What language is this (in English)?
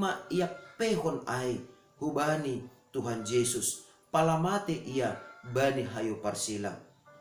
Batak Simalungun